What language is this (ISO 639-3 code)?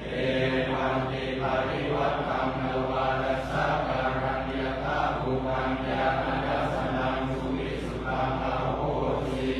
pli